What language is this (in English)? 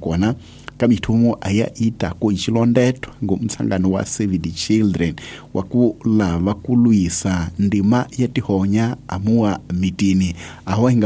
Tsonga